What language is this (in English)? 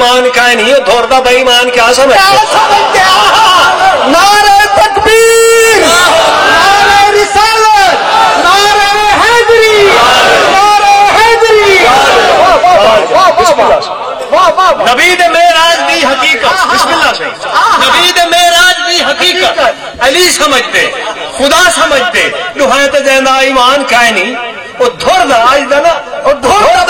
Saraiki